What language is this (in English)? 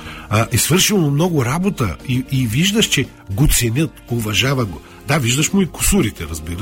Bulgarian